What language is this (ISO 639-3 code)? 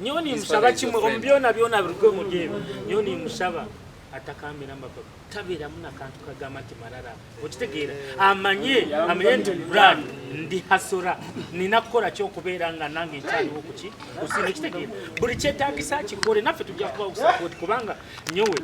nyn